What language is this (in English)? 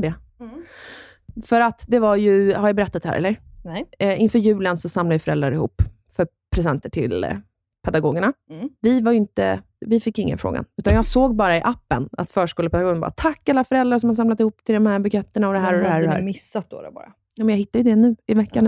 Swedish